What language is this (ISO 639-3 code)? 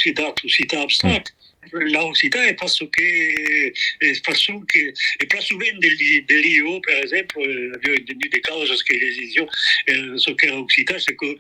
oci